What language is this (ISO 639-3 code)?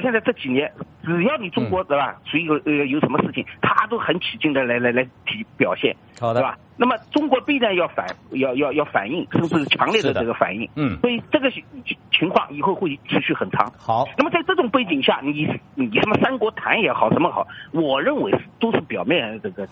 zho